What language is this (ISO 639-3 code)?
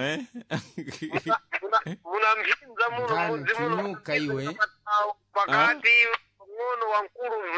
seh